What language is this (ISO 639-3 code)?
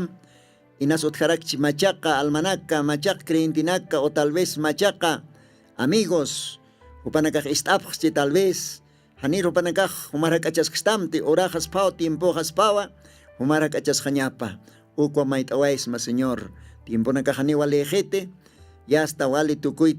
aym